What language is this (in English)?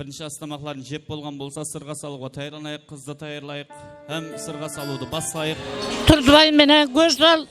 Kara-Kalpak